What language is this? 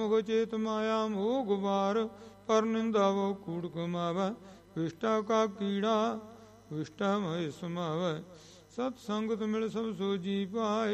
Punjabi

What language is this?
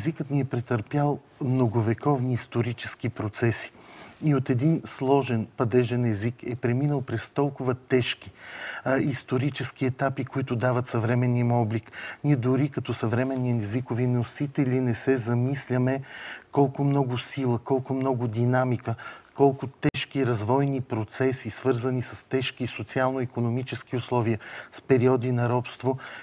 Bulgarian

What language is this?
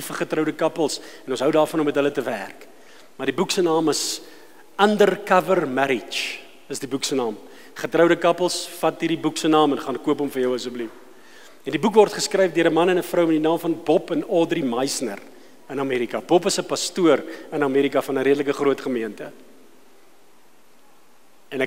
Afrikaans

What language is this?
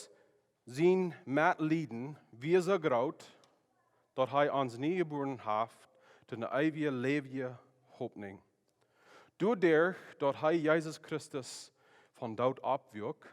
Plautdietsch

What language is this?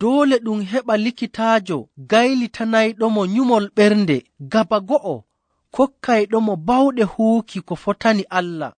Fula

